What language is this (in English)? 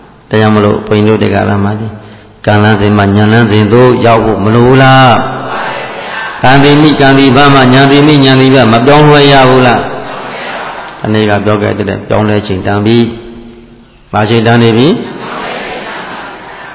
Burmese